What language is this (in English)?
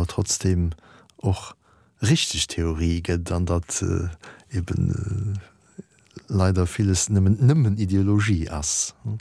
Luxembourgish